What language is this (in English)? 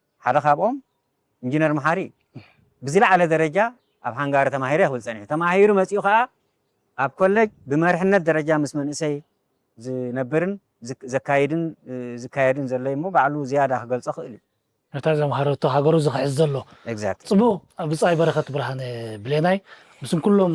Tigrinya